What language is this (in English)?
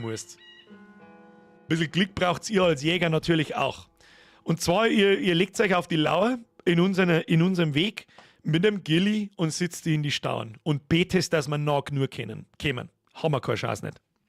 Bavarian